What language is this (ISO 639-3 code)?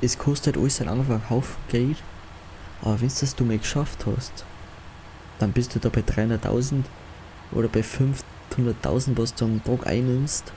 bar